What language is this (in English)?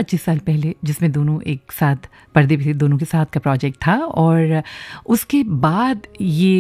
Hindi